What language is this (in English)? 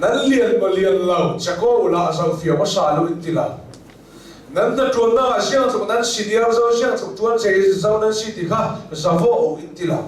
Hakha Chin